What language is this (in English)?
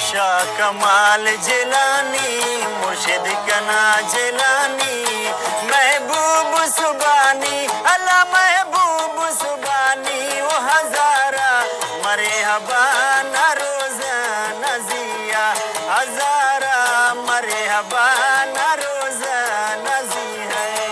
Brahui